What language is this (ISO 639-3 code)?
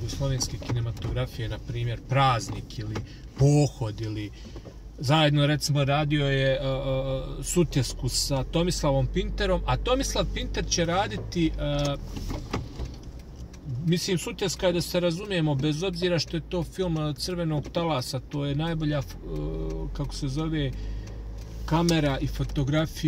bos